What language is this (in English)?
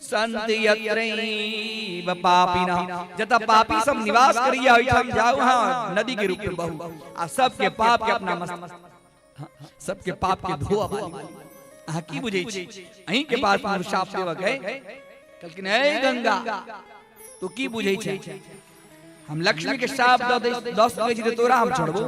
Maithili